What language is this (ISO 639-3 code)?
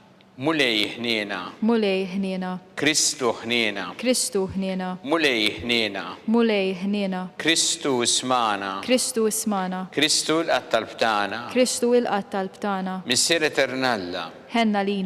mlt